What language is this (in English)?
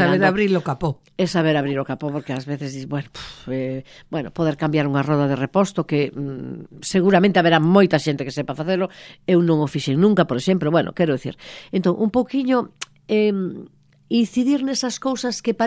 Galician